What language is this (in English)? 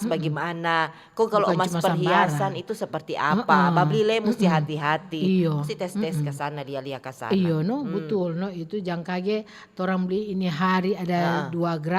Manado Malay